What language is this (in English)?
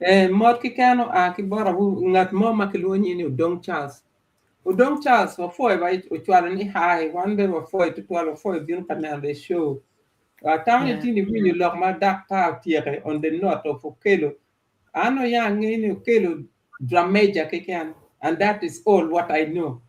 Acoli